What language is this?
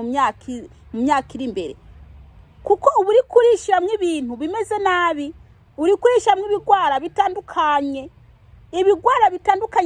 Kinyarwanda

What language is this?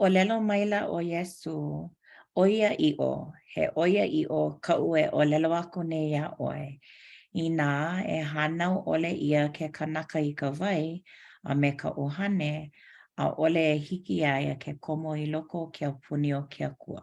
Hawaiian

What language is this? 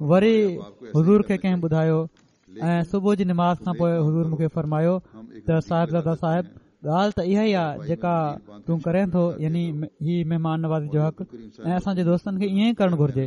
Sindhi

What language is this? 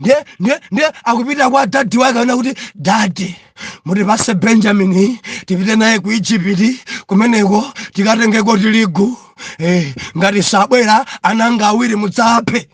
Nyanja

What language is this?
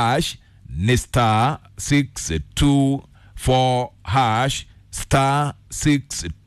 Kikuyu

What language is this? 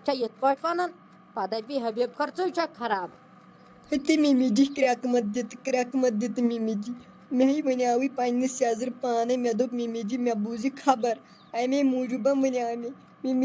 Kashmiri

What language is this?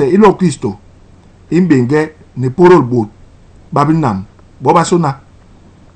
Basaa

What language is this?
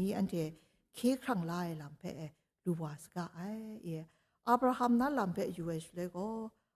Kachin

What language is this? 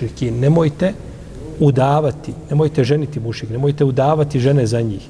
Bosnian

